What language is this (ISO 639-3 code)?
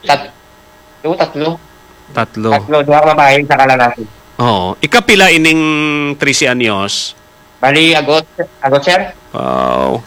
hil